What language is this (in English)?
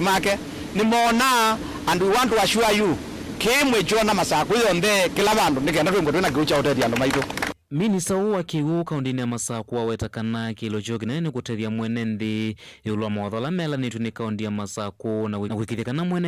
Kamba